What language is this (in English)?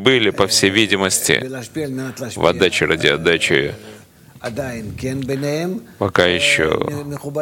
Russian